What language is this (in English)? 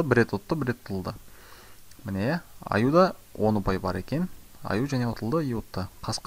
Kazakh